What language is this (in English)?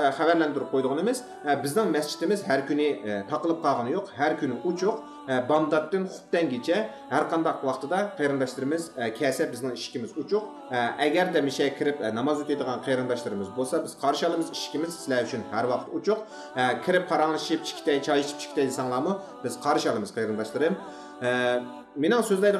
Uyghur